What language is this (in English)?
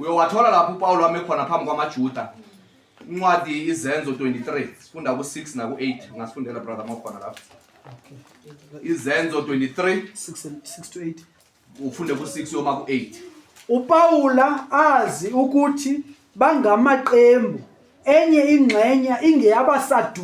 Zulu